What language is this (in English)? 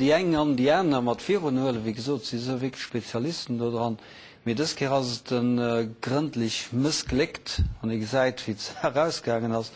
Luxembourgish